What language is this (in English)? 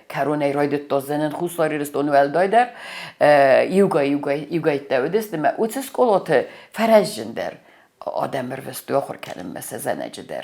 Ossetic